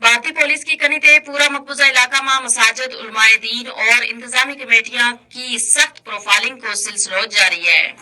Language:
Gujari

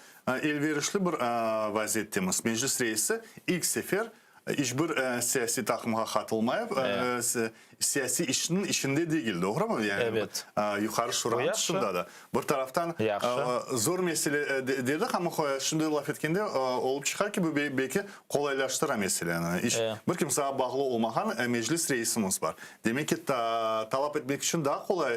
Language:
Crimean Tatar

